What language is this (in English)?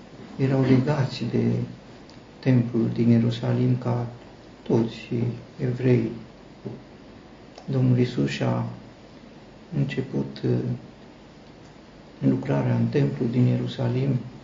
Romanian